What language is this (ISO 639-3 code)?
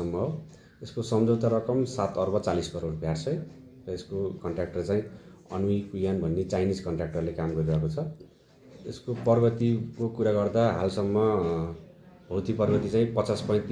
nep